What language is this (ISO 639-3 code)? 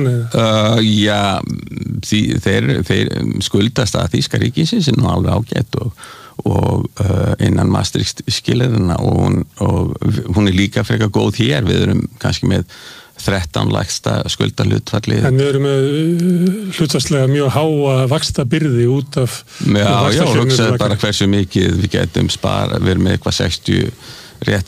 isl